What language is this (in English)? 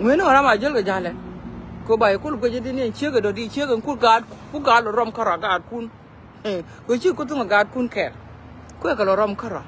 Nuer